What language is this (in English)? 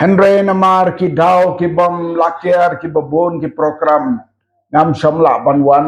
Khasi